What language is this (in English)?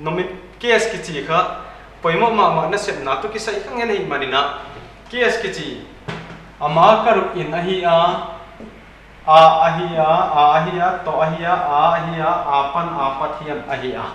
Paite Chin